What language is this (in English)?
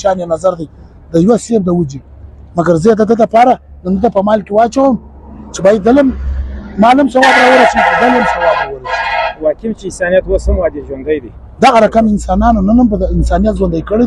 Pashto